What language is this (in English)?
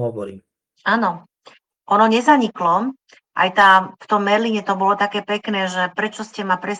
Slovak